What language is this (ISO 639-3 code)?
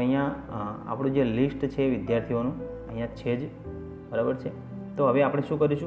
guj